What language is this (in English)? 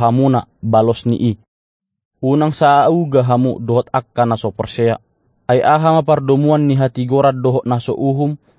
Batak Toba